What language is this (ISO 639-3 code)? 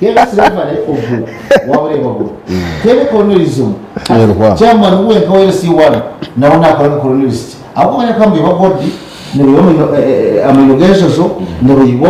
nyn